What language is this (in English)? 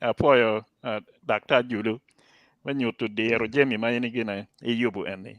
Acoli